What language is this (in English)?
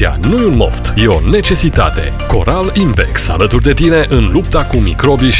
Romanian